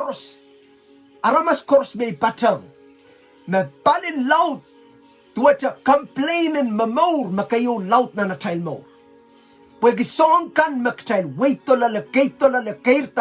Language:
Pohnpeian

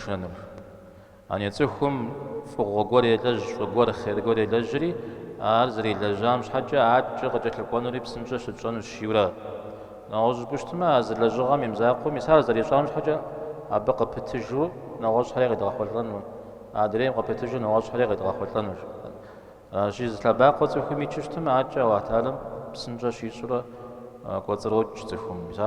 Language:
Kabardian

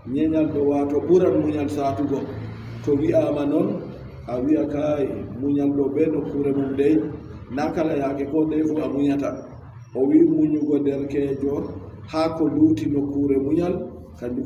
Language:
Adamawa Fulfulde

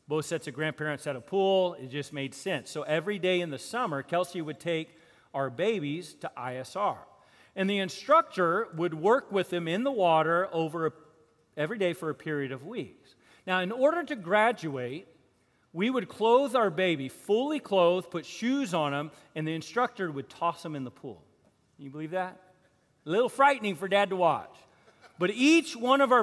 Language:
English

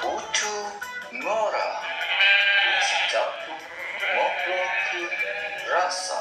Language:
Sundanese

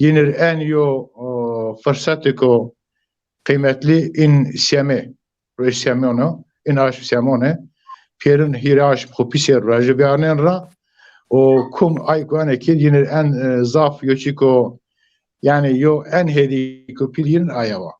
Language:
Zaza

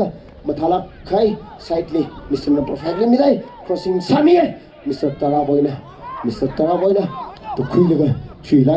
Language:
Tangkhul Naga (India)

